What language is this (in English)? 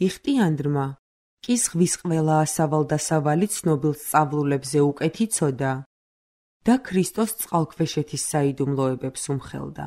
Georgian